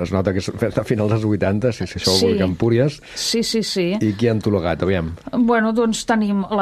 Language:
Catalan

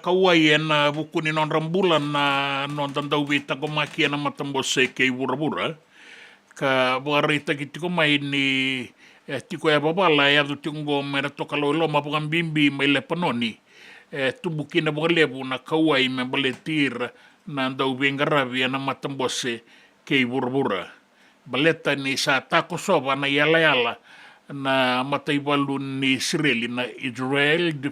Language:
Fijian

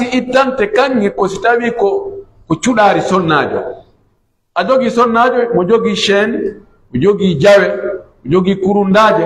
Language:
Pular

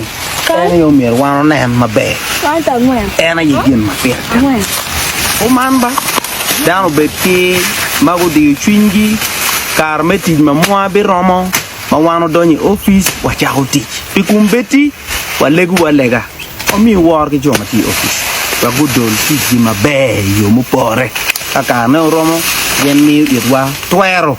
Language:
Acoli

